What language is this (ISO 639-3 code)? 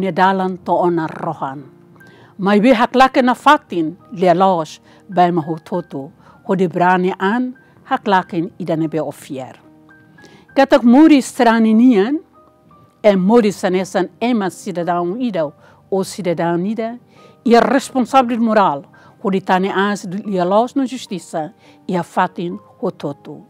tet